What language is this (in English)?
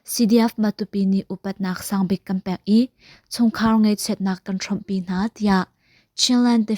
Hakha Chin